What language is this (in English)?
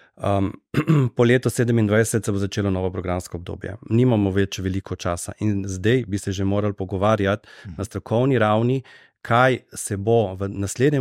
Slovenian